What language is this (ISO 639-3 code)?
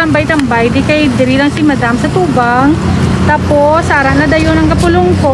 hil